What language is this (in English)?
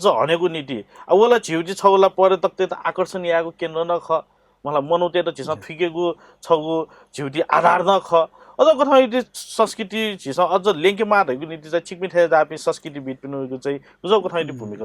Newari